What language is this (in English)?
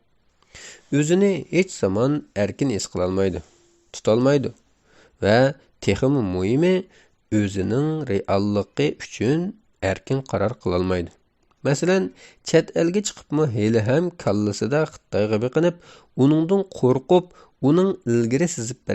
Uyghur